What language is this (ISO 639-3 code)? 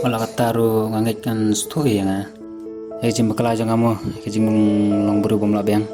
kha